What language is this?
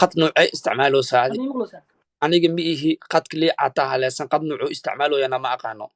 Somali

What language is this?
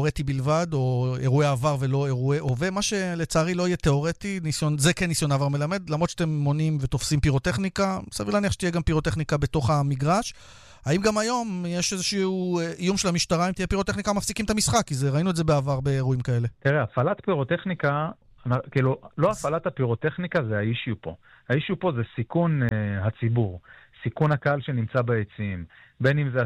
Hebrew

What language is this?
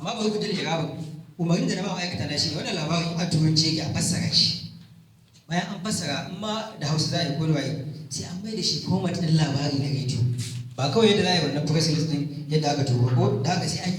Hausa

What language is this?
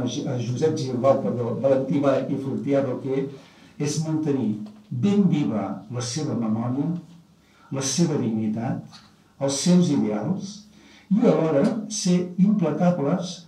Catalan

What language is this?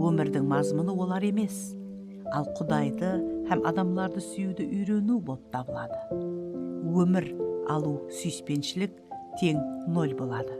Kara-Kalpak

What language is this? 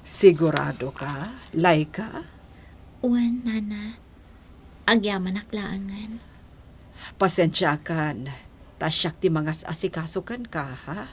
Iloko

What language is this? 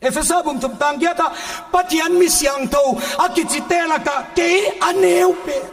Paite Chin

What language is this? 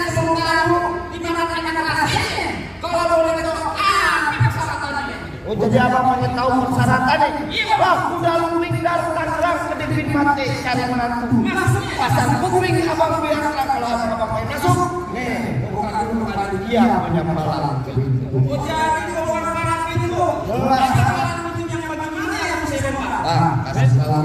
Betawi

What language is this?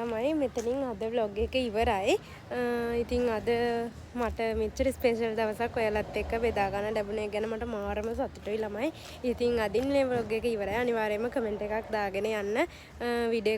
Sinhala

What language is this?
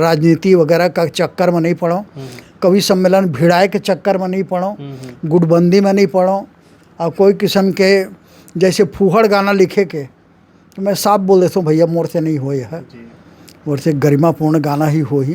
Chhattisgarhi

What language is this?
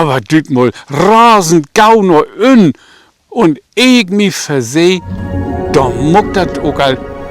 Low German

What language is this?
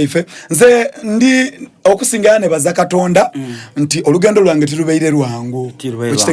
Soga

